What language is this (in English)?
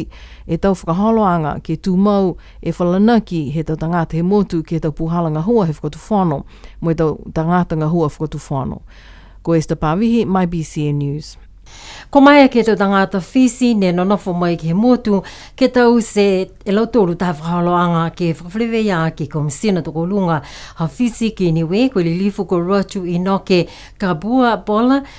Niuean